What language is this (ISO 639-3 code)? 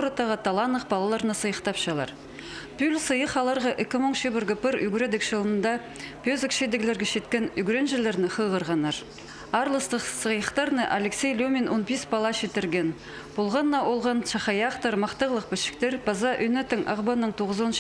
kjh